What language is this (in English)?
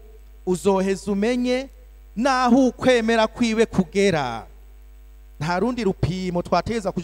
Rundi